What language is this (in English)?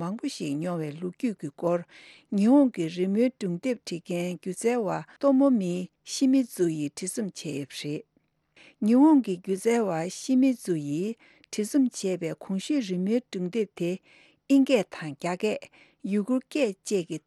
Tibetan